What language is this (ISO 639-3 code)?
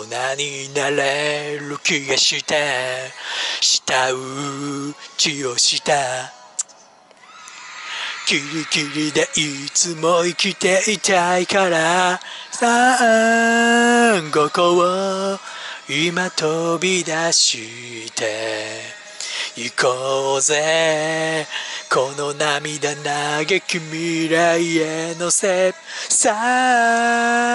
jpn